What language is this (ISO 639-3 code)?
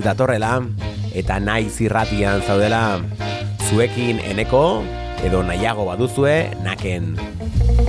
eus